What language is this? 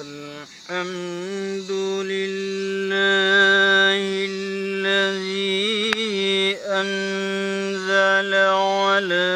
Achinese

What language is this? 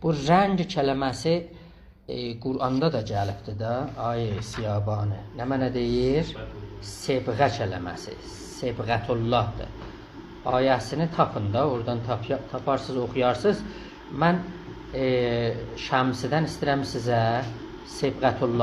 South Azerbaijani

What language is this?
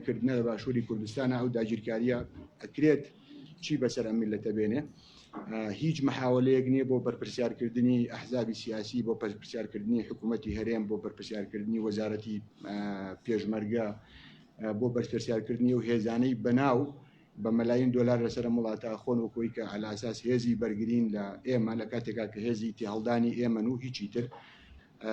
Central Kurdish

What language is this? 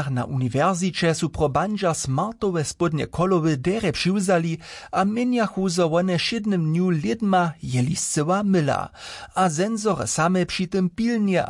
Upper Sorbian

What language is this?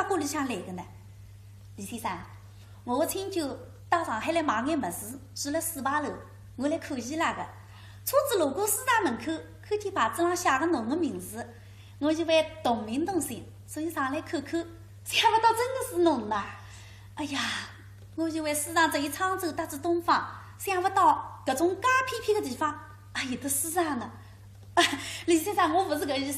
Wu Chinese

